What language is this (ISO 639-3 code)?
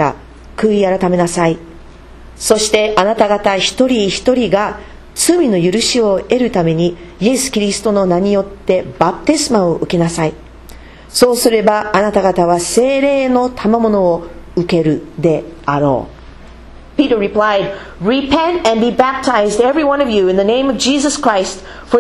jpn